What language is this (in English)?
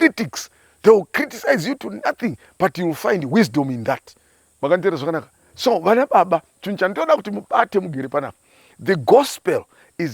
Shona